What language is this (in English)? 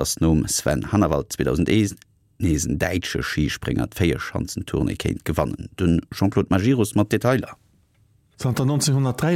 Luxembourgish